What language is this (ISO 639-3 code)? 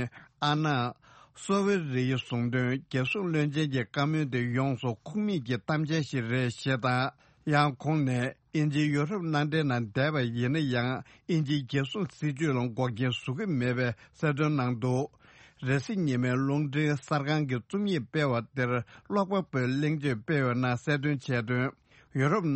bod